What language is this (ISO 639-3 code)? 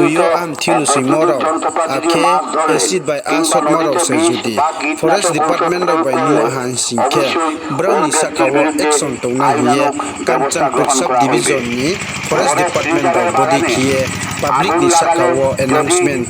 ria